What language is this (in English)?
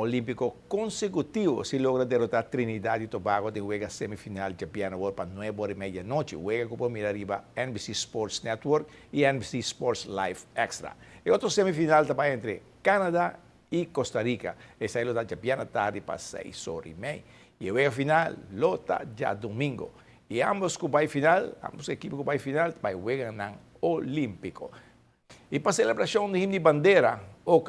Papiamento